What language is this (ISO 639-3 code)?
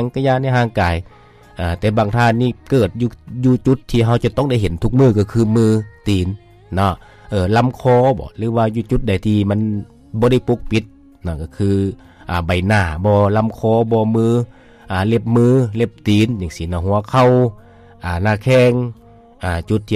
lao